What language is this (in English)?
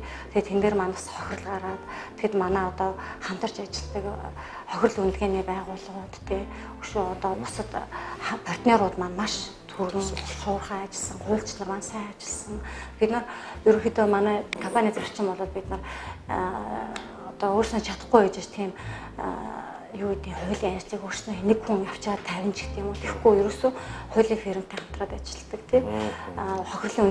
Mongolian